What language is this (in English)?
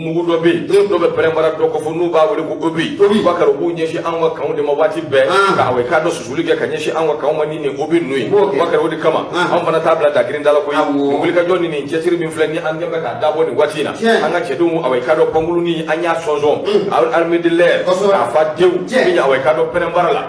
Bambara